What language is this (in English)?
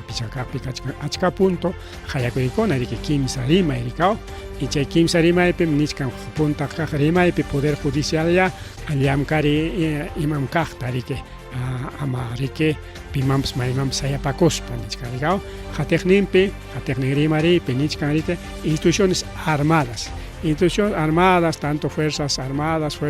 Ayacucho Quechua